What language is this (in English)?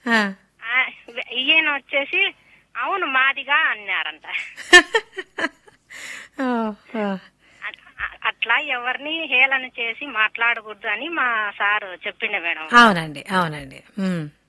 Telugu